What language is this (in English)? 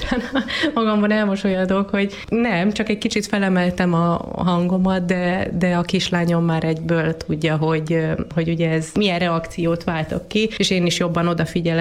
Hungarian